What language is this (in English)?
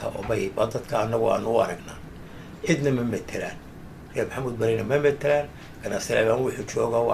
Somali